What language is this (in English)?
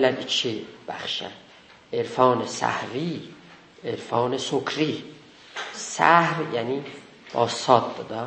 South Azerbaijani